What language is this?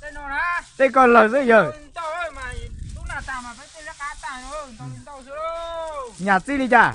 Hmong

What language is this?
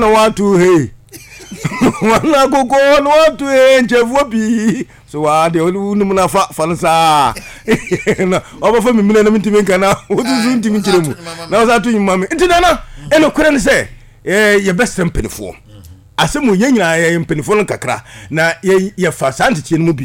Akan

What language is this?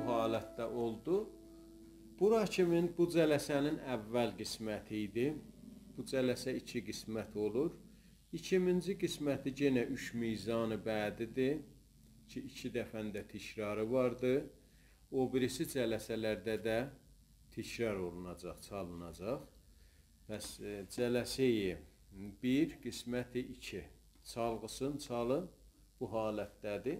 South Azerbaijani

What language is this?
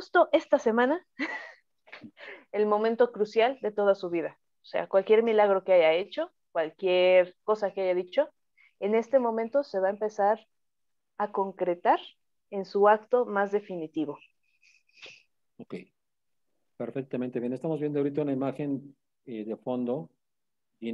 Spanish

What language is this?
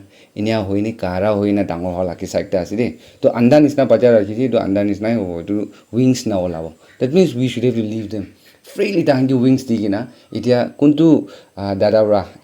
Naga Pidgin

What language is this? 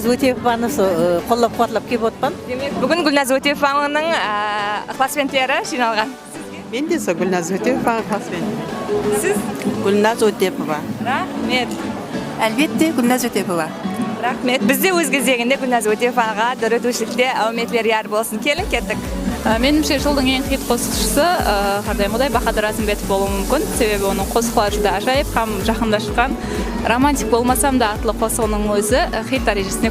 Kara-Kalpak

